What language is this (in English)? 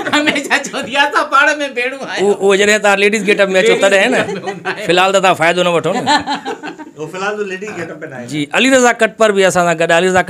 Sindhi